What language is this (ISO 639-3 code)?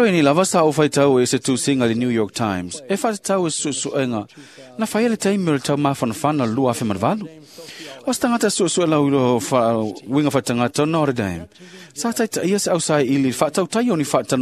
smo